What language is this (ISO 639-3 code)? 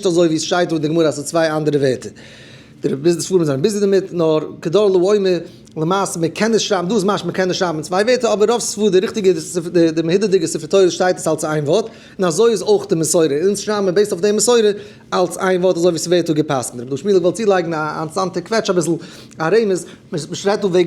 yid